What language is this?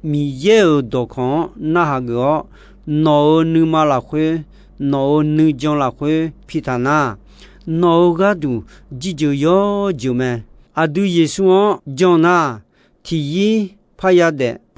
Akha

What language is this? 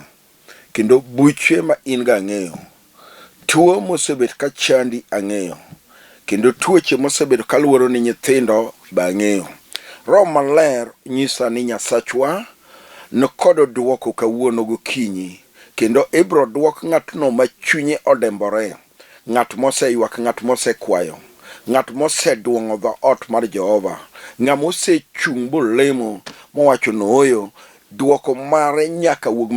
Luo (Kenya and Tanzania)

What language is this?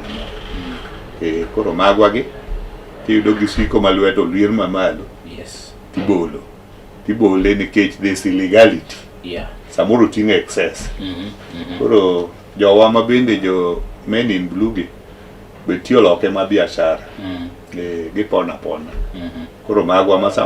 Luo (Kenya and Tanzania)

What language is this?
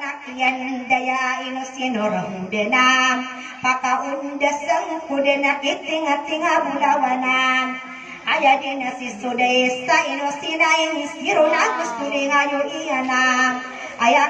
Maranao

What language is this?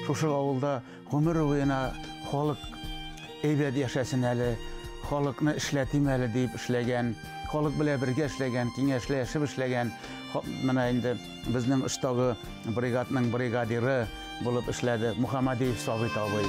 Bashkir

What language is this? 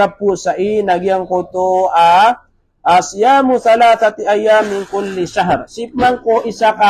Maranao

